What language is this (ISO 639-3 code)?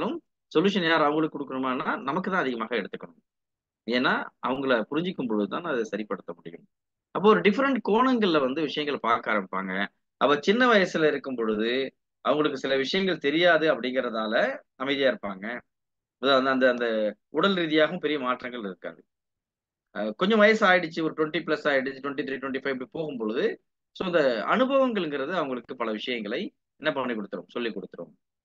tam